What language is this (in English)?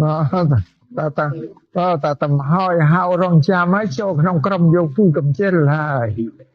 Khmer